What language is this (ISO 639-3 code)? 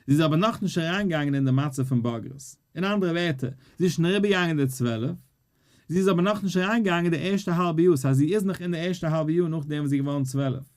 yid